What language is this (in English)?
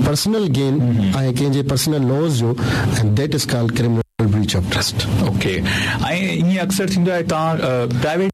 Sindhi